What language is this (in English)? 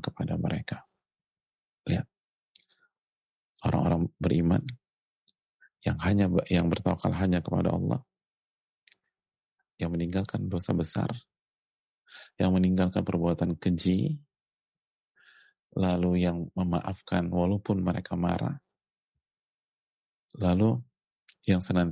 Indonesian